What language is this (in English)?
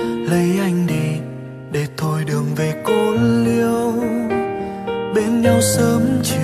Vietnamese